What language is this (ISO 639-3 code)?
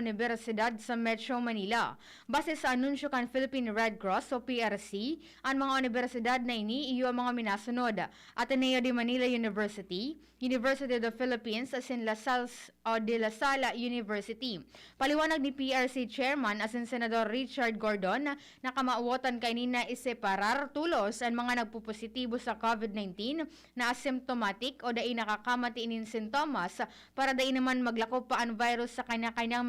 bik